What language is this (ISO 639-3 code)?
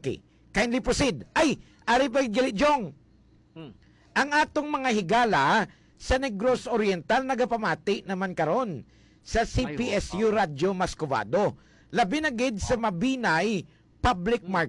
hil